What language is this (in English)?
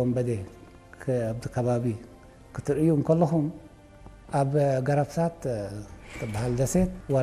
Tigrinya